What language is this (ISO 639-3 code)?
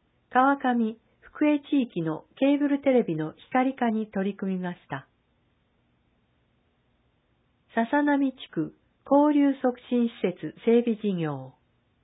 jpn